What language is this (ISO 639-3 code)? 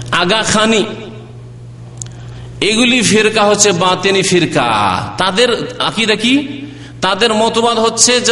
ben